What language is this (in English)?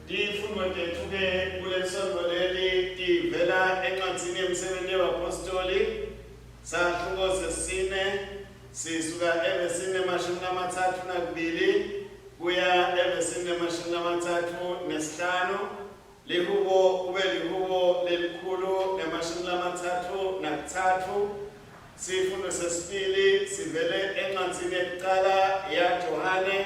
Swati